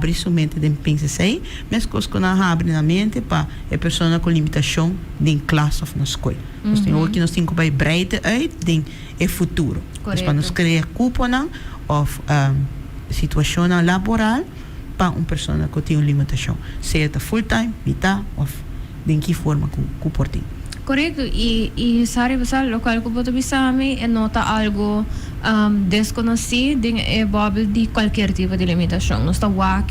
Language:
Papiamento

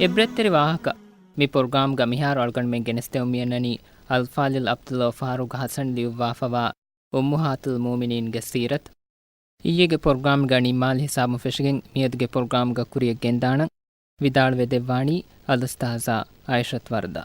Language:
Divehi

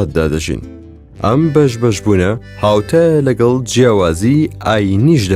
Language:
Central Kurdish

